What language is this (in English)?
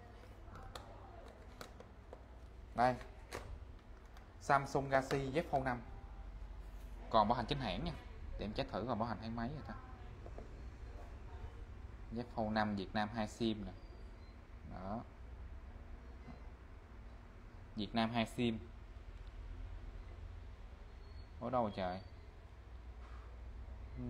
Vietnamese